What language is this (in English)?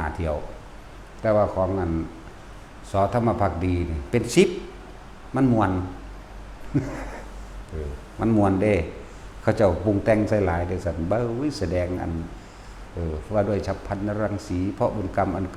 Lao